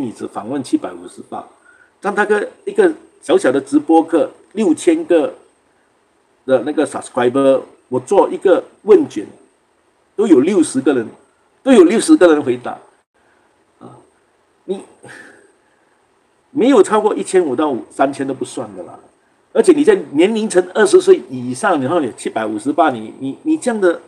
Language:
Chinese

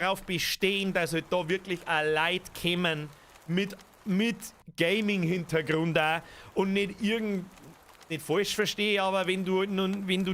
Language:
Bavarian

